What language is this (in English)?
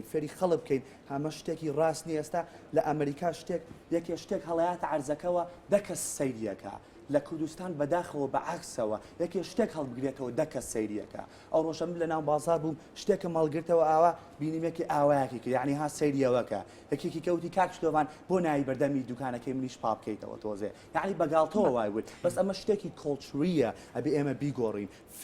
Central Kurdish